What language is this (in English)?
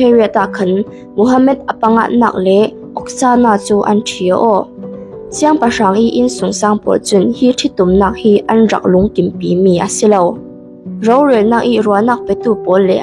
Falam Chin